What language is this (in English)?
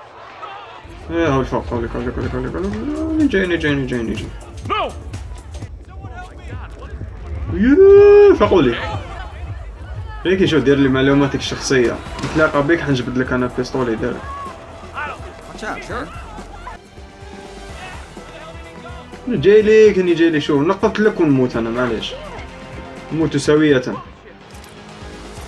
Algerian Arabic